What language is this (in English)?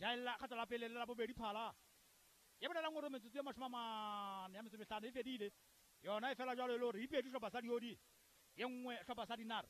Southern Sotho